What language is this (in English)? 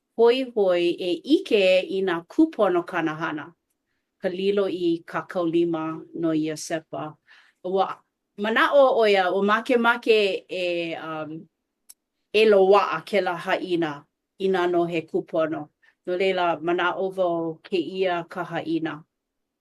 Hawaiian